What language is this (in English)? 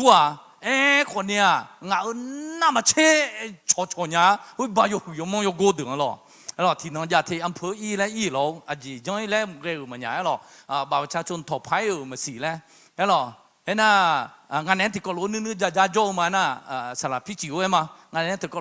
Akha